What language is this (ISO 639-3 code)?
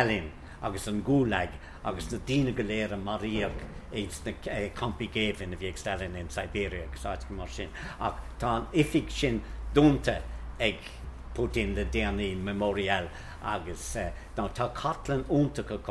gle